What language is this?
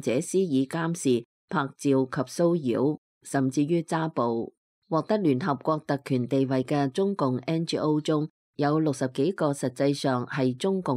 Cantonese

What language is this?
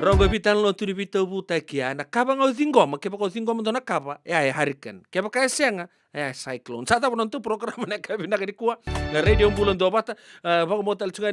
Fijian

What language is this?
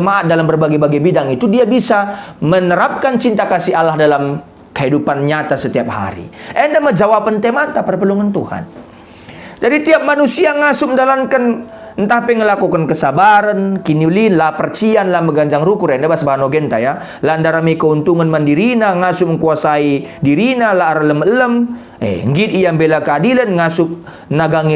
Batak Karo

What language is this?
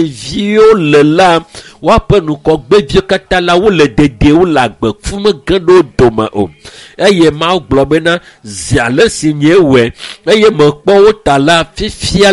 Ewe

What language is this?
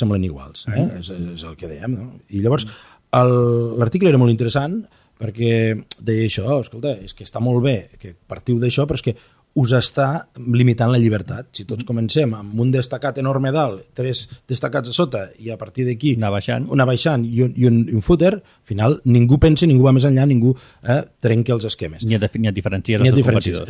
Catalan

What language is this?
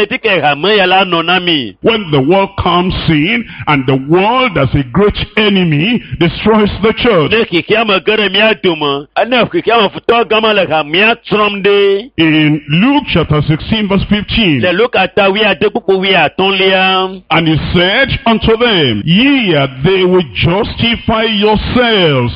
Ewe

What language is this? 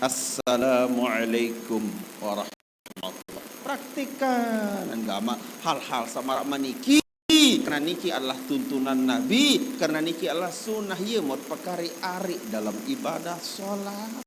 Sasak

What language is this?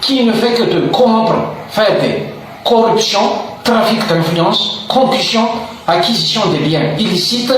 Malagasy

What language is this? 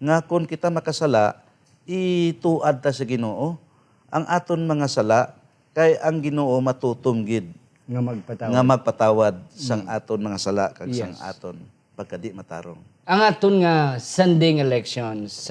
Hiligaynon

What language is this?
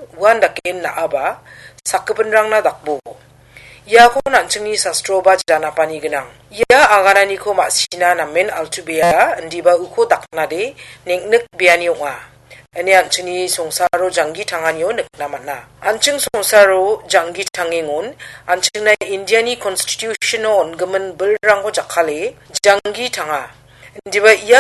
Garo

